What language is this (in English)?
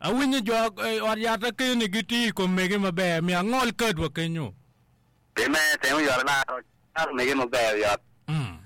Acoli